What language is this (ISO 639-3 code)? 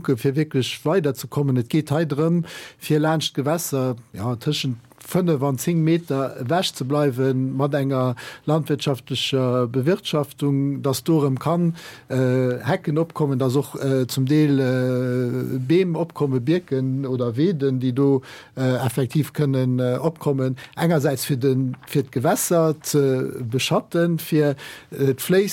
ltz